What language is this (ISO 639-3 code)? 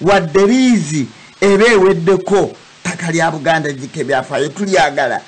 lug